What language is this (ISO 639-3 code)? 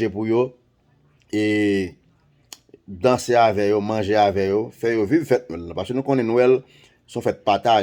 hat